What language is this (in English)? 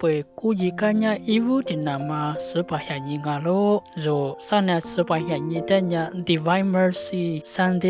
Lisu